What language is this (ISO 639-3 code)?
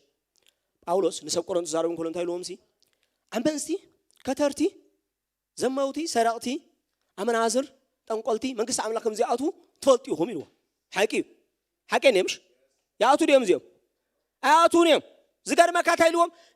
tir